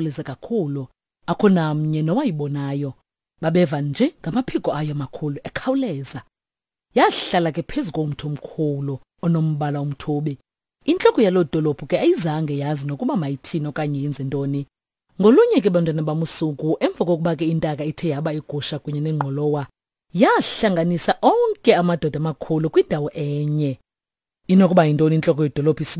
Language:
Xhosa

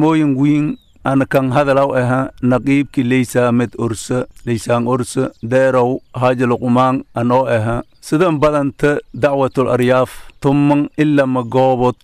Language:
Somali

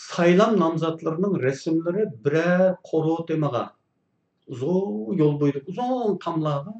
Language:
Uyghur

